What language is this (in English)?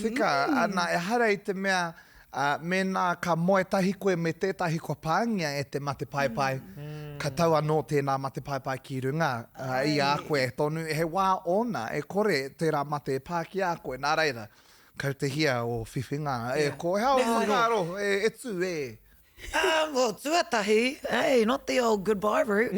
Māori